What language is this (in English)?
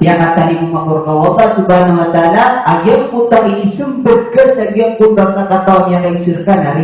Maranao